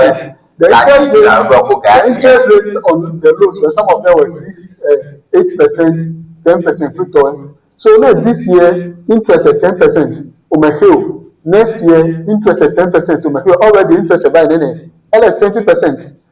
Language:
Ewe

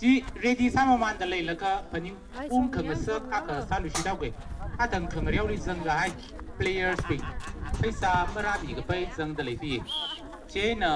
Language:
Tangkhul Naga (India)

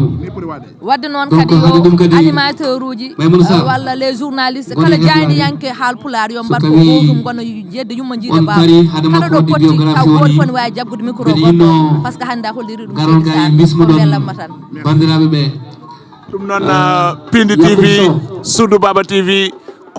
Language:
Fula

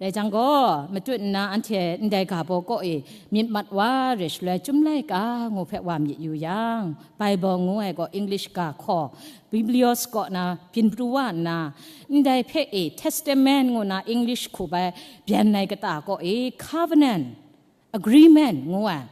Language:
Kachin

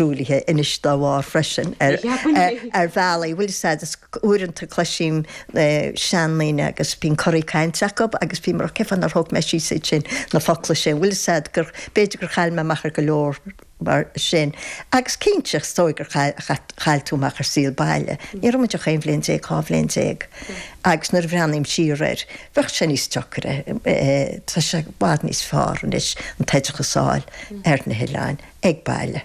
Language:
Irish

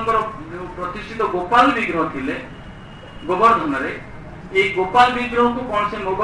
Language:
Odia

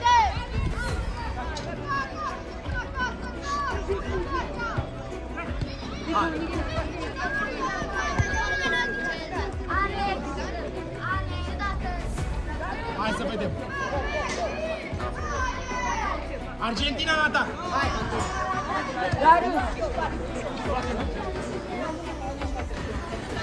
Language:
Romanian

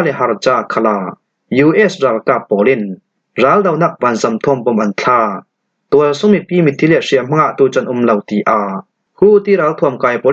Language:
Falam Chin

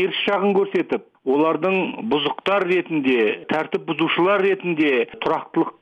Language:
Kazakh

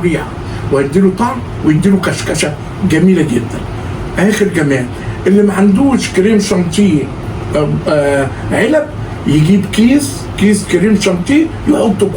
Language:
Egyptian Arabic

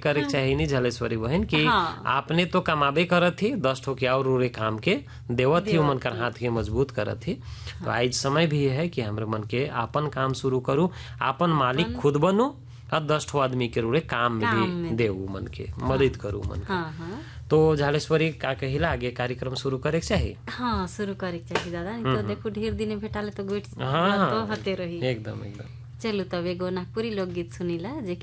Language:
Sadri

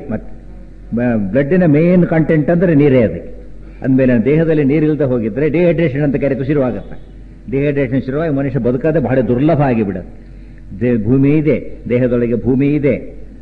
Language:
Kannada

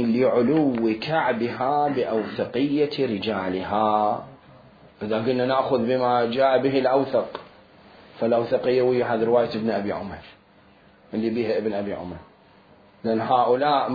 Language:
Mesopotamian Arabic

